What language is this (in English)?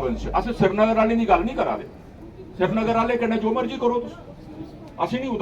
Dogri